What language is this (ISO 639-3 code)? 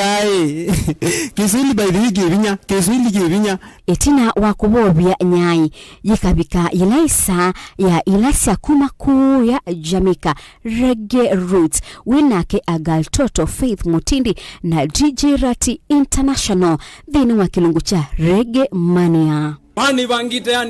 kam